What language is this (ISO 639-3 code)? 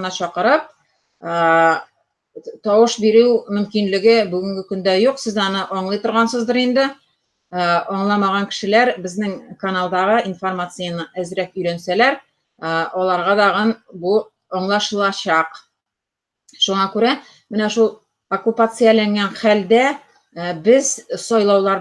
tat